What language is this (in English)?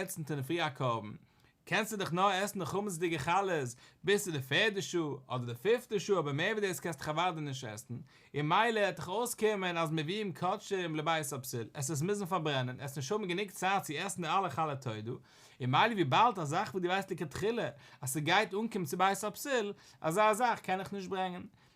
Yiddish